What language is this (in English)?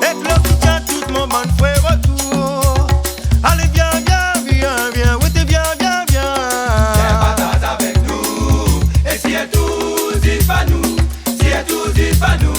Réunion Creole French